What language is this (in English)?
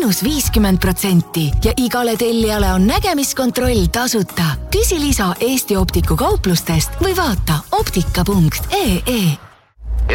Estonian